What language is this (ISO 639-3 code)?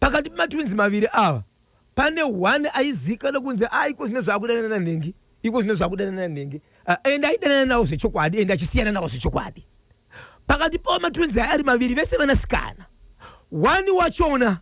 sna